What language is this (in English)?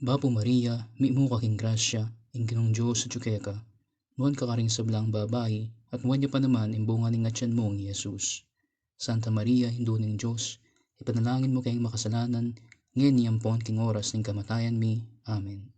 Pampanga